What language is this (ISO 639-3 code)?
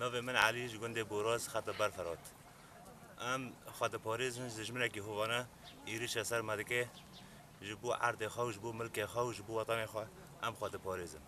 kur